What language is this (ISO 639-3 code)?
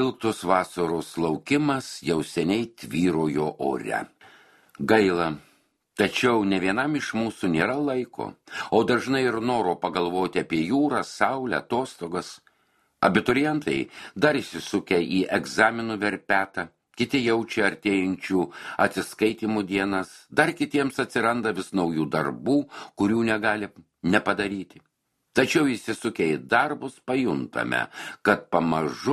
lit